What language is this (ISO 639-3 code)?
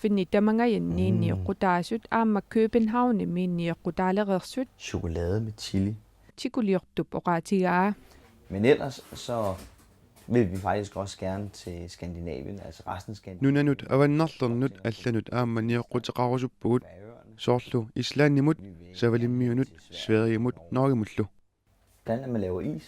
kal